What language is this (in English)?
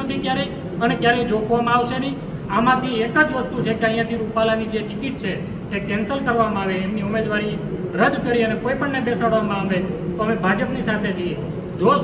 Gujarati